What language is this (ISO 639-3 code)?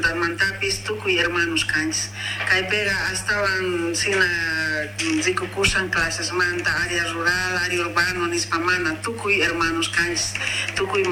que